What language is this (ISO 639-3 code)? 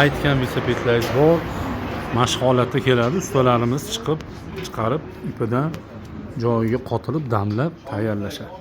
uzb